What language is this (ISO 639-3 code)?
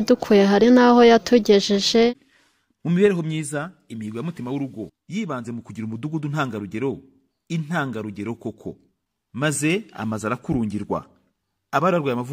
kin